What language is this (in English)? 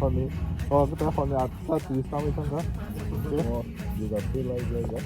Kok Borok